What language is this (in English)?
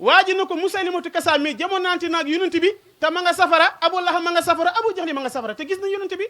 Wolof